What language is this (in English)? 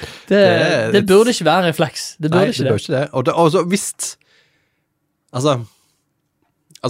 Norwegian